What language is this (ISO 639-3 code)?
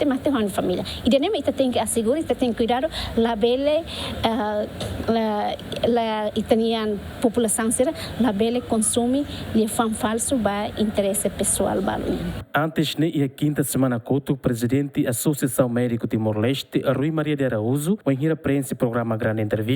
tet